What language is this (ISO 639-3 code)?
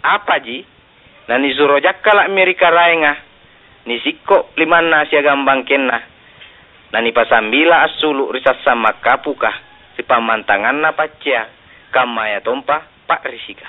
mak